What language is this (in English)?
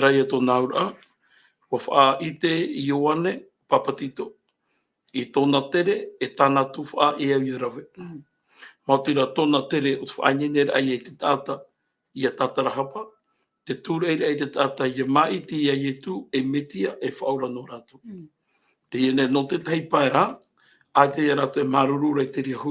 Tahitian